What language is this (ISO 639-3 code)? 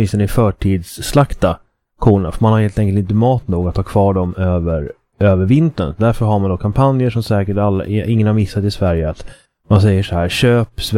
swe